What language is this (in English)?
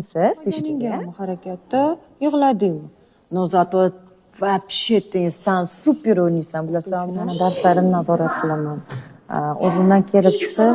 Uzbek